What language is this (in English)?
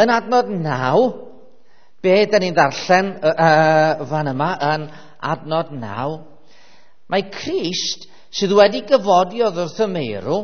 Welsh